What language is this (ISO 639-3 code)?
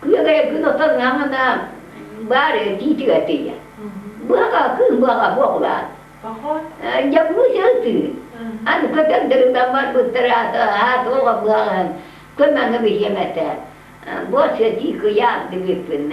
sah